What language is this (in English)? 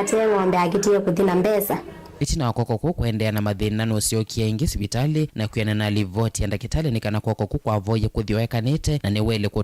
Kamba